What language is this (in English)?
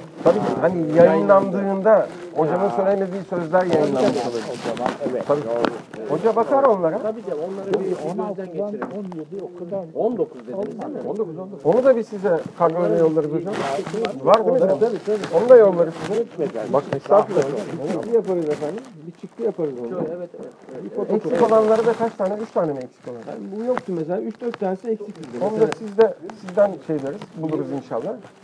Turkish